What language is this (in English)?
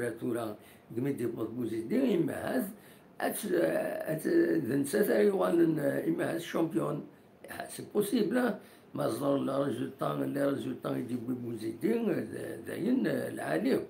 Kabyle